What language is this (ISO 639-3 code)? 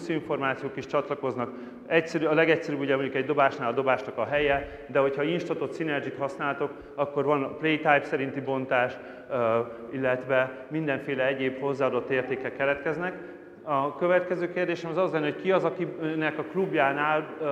hun